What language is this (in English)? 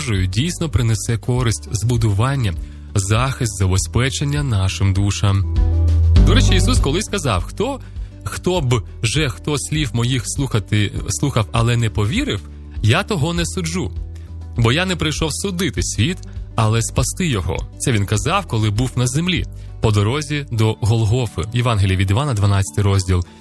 Ukrainian